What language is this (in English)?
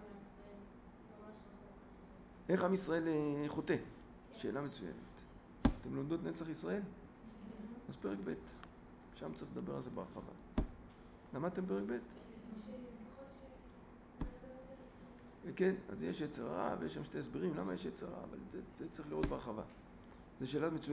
Hebrew